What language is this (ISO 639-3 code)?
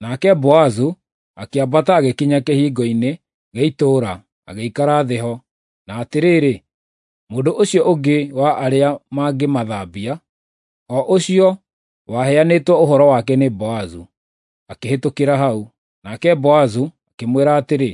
kik